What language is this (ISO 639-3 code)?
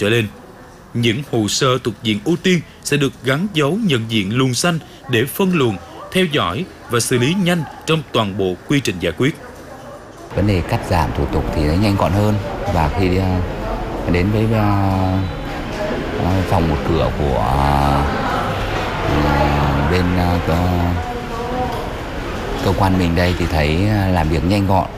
vie